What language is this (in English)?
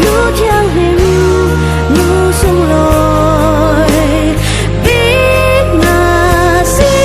Falam Chin